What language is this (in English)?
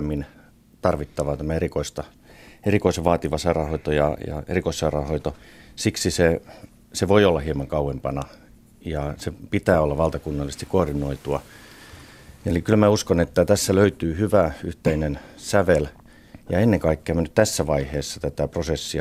Finnish